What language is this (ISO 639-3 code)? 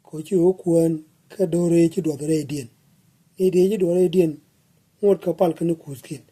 nus